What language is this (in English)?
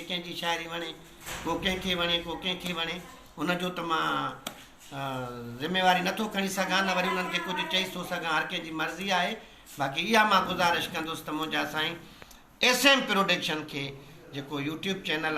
Sindhi